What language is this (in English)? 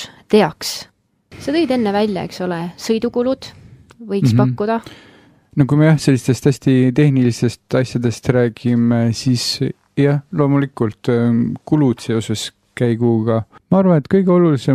Estonian